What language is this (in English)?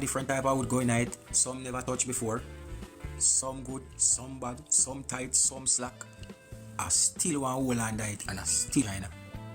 Jamaican Creole English